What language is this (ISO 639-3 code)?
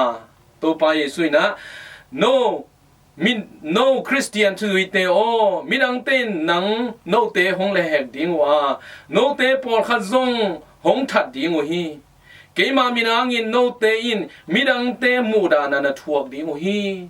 ctd